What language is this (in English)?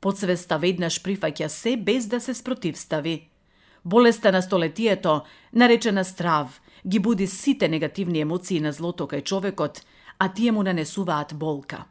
Macedonian